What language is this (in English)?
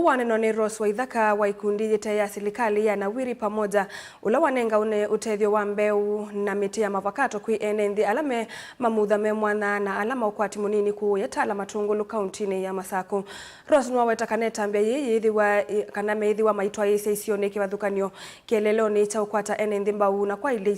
Kamba